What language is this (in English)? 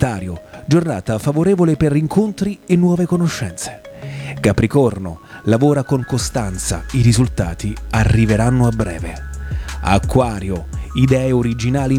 Italian